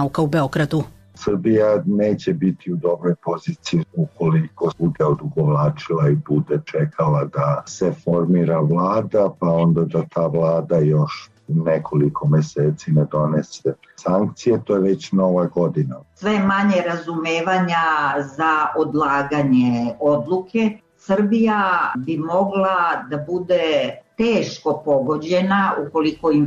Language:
Serbian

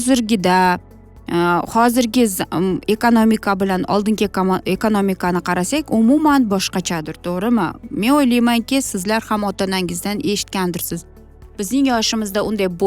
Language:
Uzbek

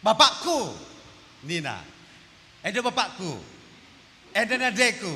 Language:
Batak Karo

